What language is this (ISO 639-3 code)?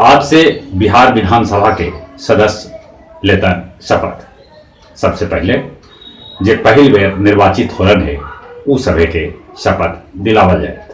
mag